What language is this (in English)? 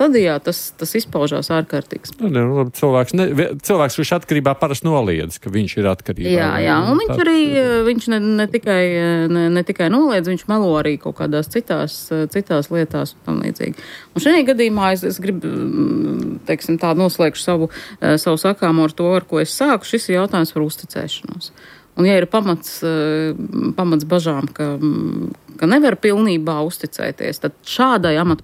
Latvian